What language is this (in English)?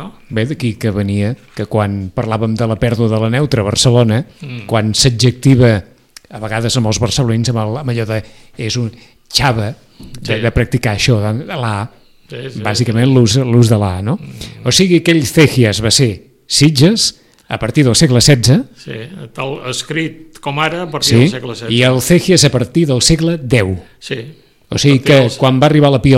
Catalan